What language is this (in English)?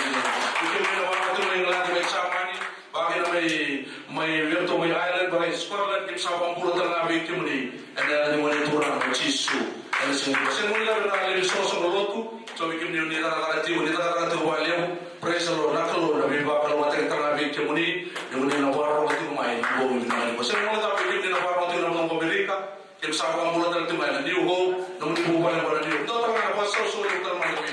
Fijian